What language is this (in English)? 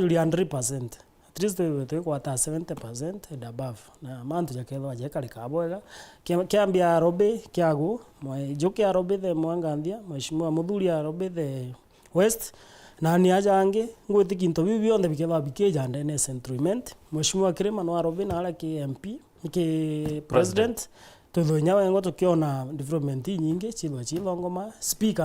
Meru